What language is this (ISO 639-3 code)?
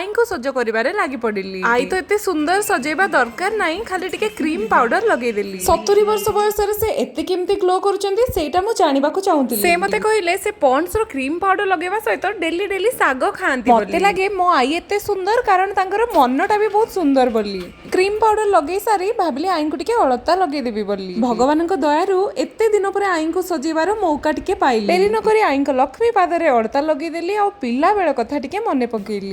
ori